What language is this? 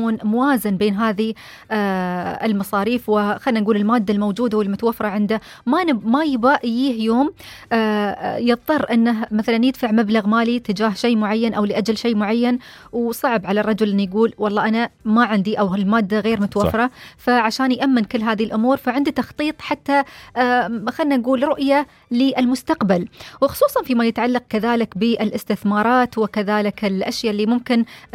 Najdi Arabic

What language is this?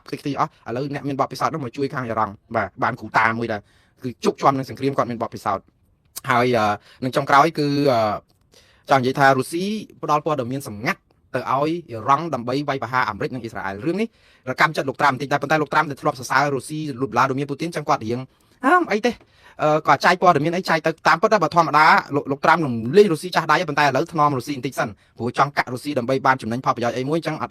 Khmer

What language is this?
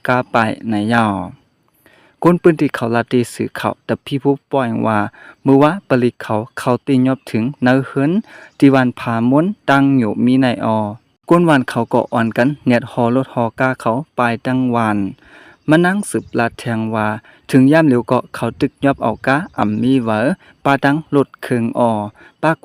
Shan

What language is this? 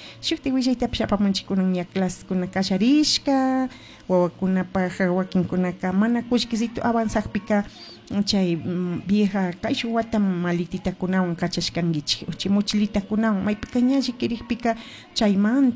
Chimborazo Highland Quichua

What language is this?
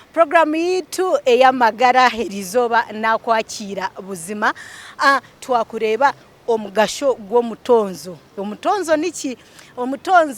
Nyankole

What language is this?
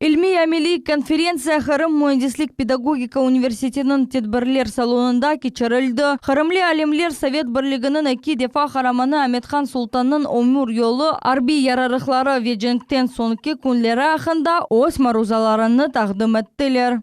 Crimean Tatar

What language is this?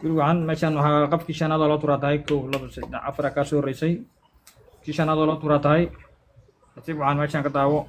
Somali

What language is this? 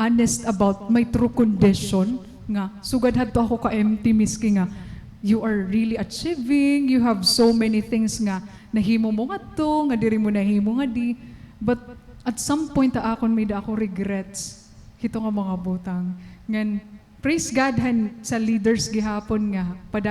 Waray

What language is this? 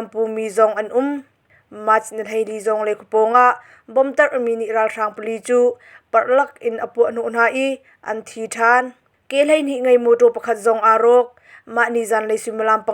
Hakha Chin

